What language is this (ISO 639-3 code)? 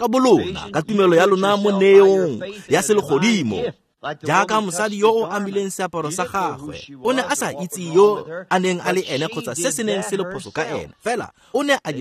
tsn